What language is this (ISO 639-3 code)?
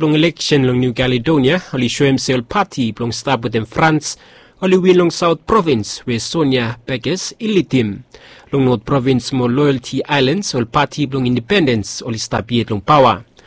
bis